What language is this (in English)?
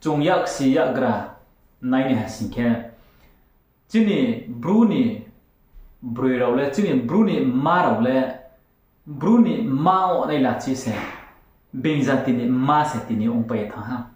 Riang (India)